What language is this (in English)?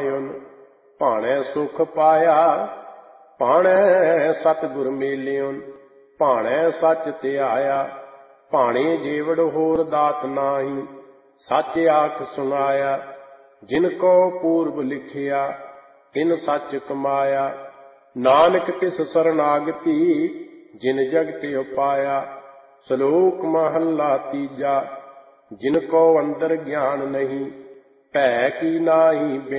Punjabi